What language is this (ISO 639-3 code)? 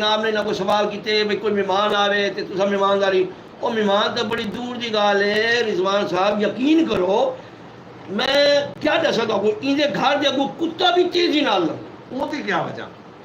skr